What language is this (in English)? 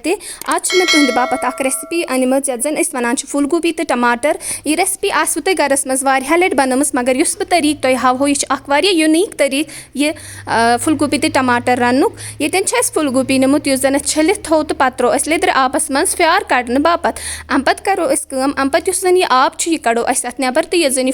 Kashmiri